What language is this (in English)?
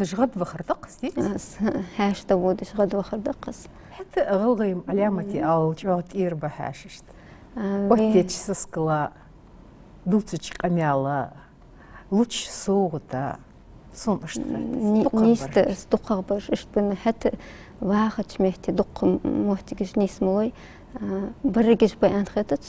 Ingush